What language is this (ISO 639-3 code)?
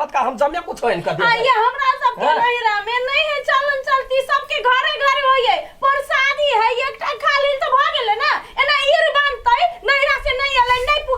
mai